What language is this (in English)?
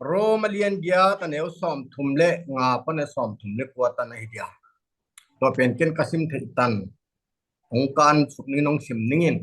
Tedim Chin